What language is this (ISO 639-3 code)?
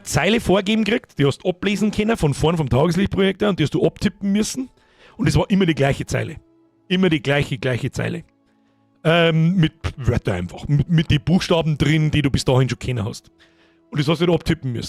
bar